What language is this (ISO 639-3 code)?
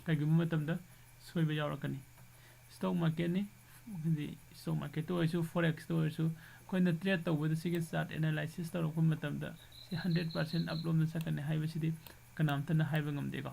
mni